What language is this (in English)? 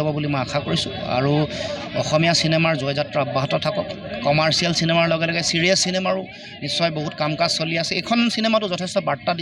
Assamese